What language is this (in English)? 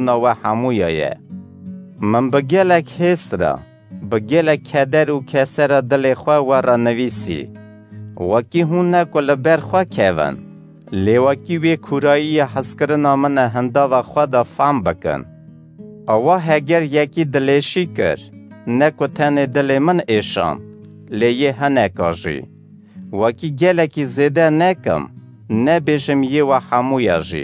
Kurdish